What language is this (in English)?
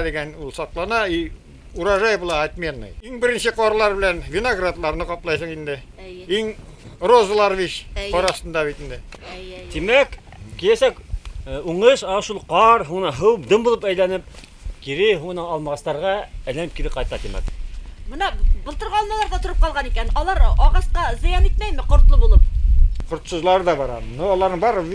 Bashkir